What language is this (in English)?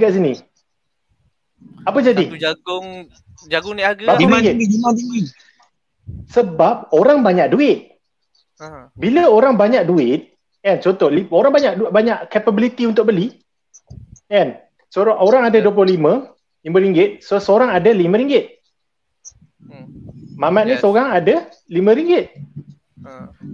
Malay